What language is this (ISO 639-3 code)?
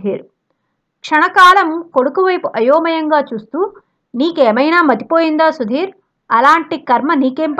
tel